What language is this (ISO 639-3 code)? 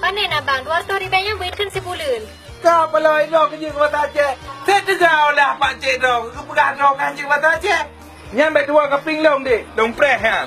ace